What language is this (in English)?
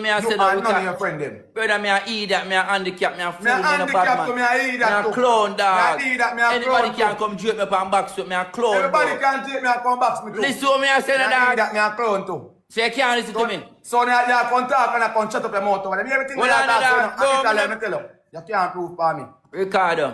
Jamaican Creole English